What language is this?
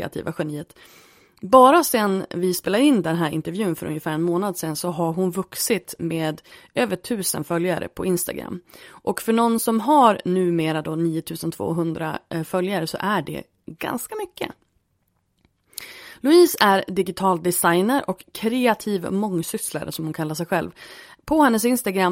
Swedish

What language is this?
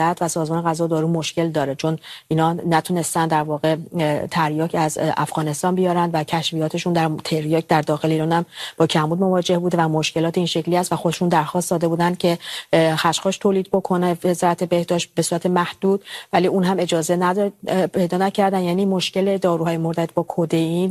Persian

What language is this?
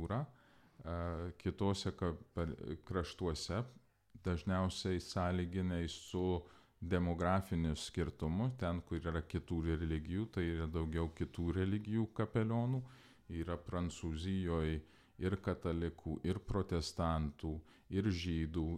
Lithuanian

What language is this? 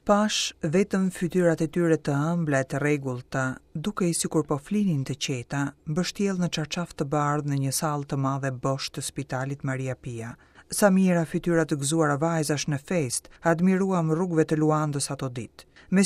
Albanian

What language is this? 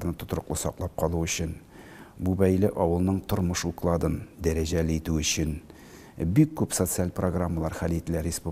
Tatar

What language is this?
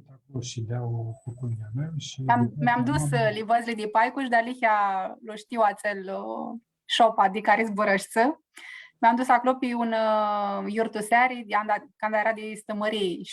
Aromanian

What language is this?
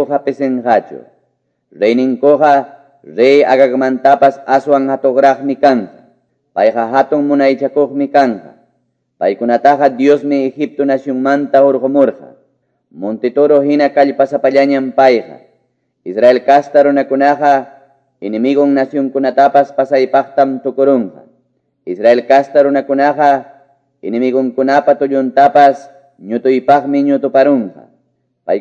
Quechua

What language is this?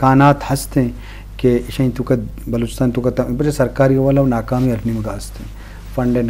Eastern Balochi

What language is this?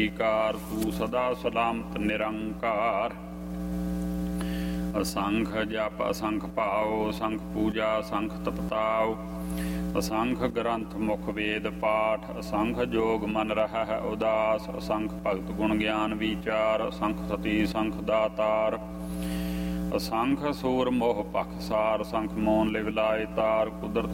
Punjabi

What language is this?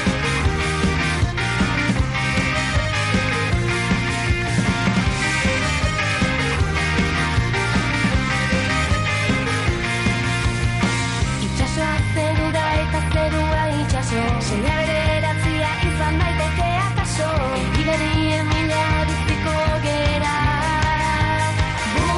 Basque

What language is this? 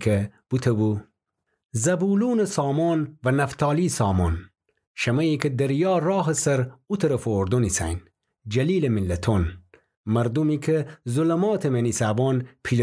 Gilaki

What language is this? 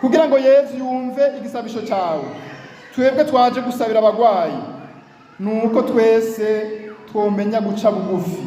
Rundi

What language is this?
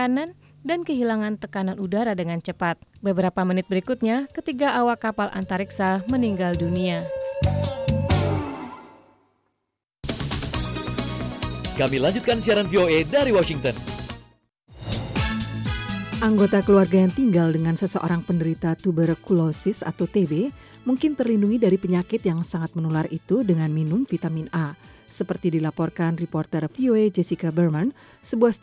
Indonesian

